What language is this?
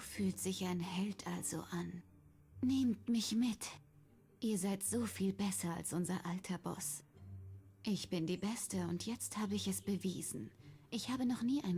Swiss German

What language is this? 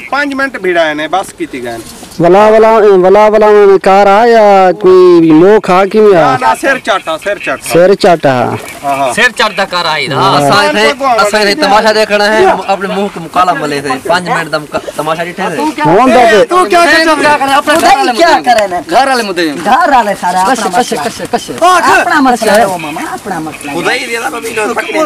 Saraiki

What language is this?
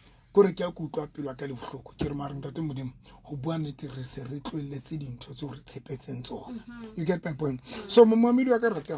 Southern Sotho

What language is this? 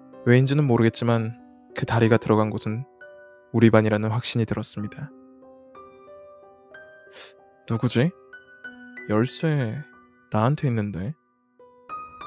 Korean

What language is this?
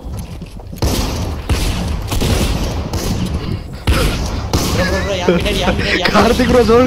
Tamil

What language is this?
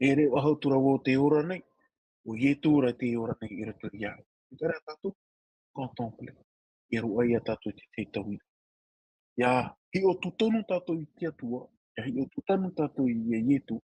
Tahitian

